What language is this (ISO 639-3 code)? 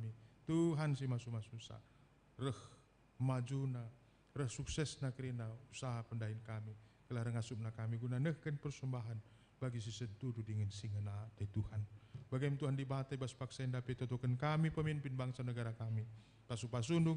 btx